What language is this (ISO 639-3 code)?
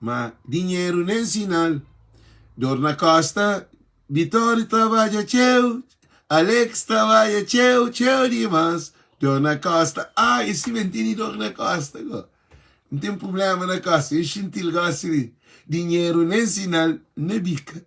kea